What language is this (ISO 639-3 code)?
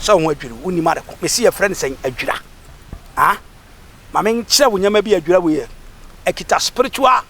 aka